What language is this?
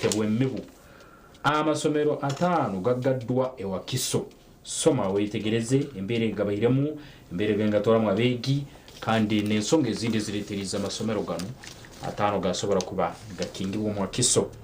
Nyankole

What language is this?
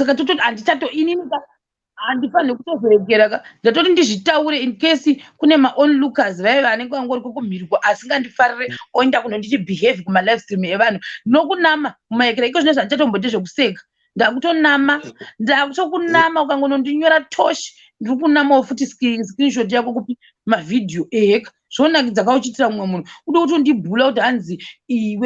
Shona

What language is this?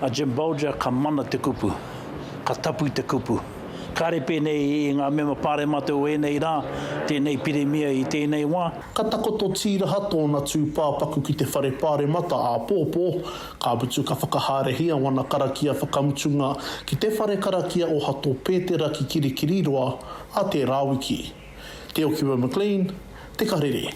Māori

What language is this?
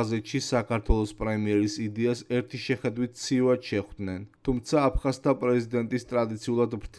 Georgian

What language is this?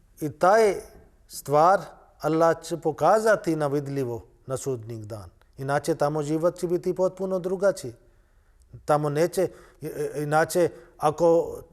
Bosnian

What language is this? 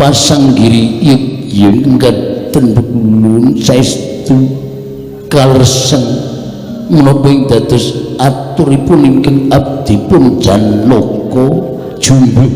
Javanese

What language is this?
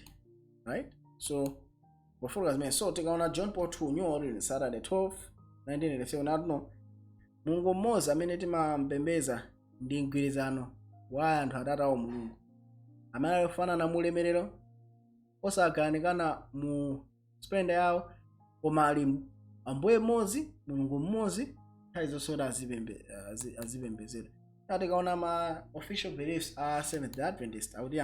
Nyanja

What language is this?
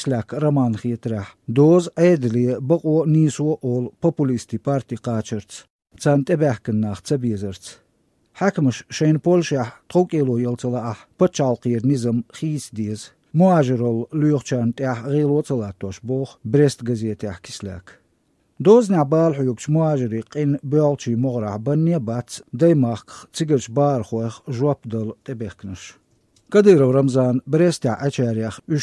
Chechen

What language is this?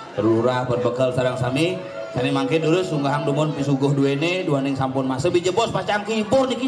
Balinese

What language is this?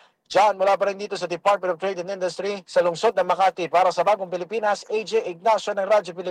Filipino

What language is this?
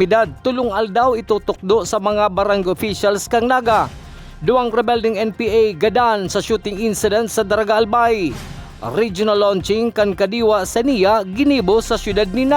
Bikol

